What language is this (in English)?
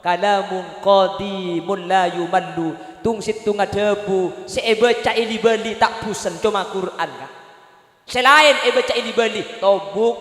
Madurese